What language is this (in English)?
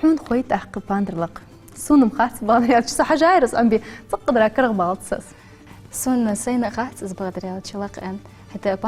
Ingush